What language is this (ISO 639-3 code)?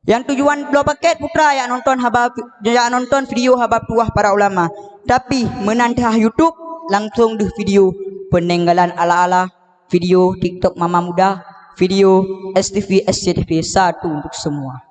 ace